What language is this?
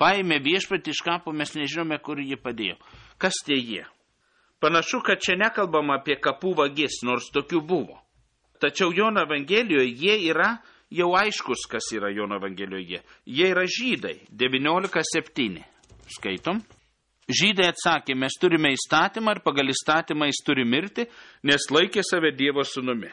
Lithuanian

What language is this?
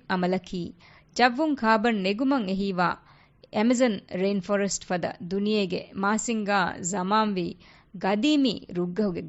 Divehi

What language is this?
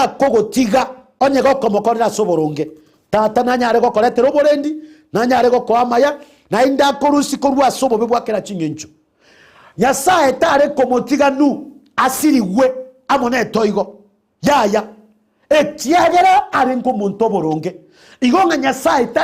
Gusii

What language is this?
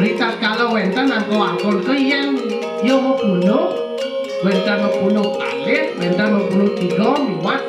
Balinese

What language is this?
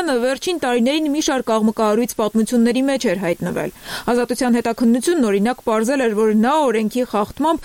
Armenian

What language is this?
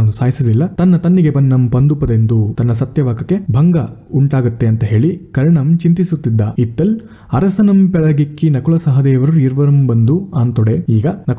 Kannada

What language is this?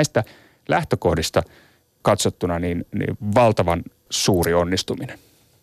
Finnish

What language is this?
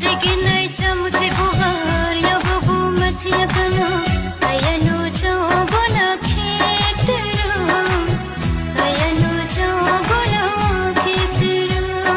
Kok Borok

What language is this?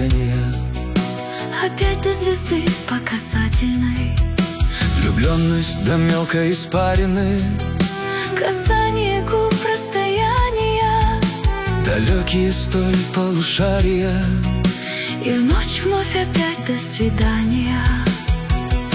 Russian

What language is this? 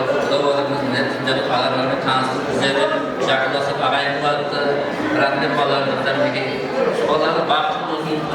Kara-Kalpak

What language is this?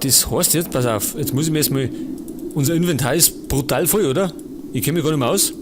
Bavarian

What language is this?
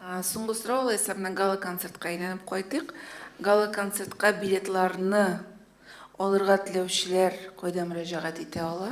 Tatar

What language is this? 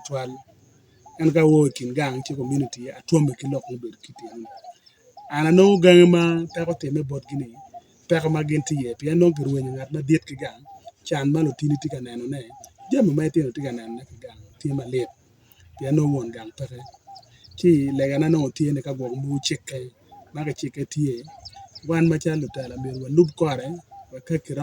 Acoli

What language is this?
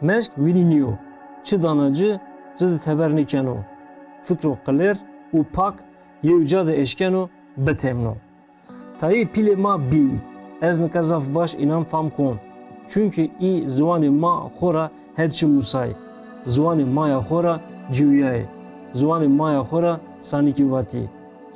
Zaza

